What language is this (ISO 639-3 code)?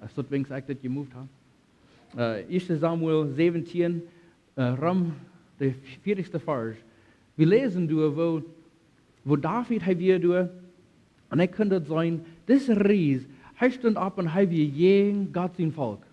pdt